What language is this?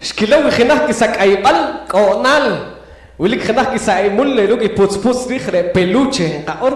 Poqomchi'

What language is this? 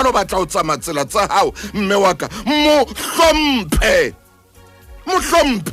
Southern Sotho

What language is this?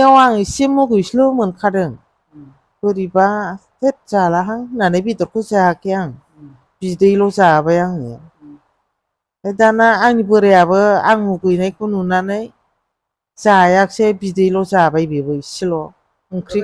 Bodo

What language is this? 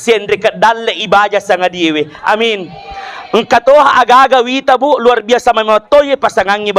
Buginese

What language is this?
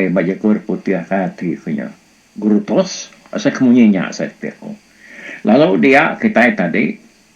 Iban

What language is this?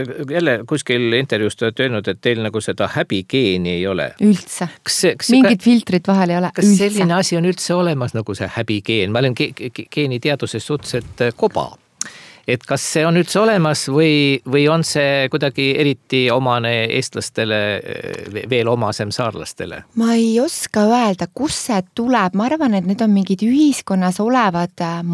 Estonian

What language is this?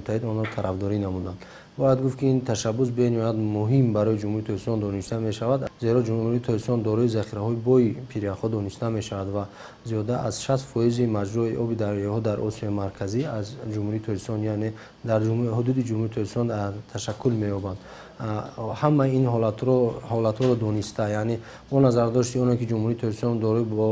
Tajik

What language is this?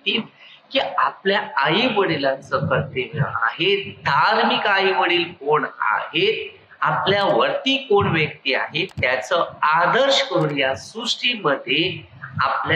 Marathi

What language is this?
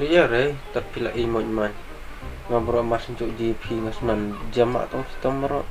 Khasi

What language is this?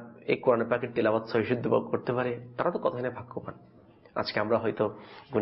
Bangla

